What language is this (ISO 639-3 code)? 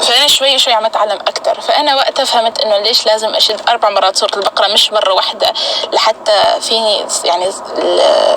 apc